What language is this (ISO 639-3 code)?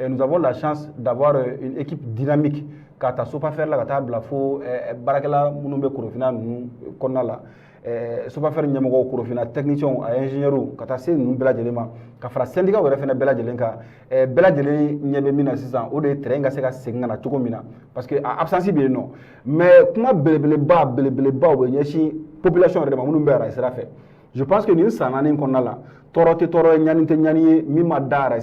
bam